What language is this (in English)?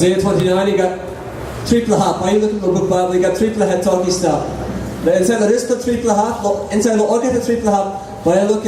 Tok Pisin